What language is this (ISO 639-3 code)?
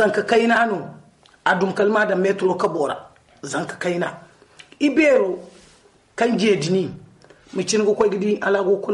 dje